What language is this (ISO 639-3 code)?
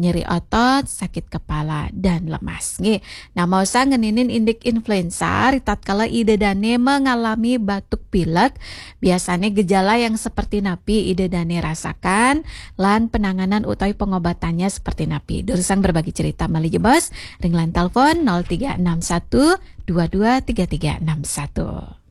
ban